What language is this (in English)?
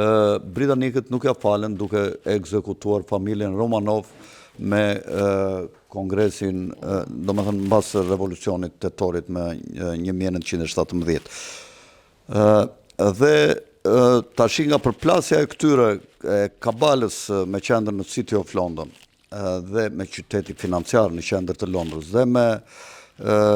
Albanian